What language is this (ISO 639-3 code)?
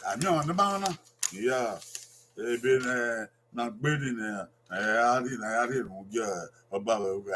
bin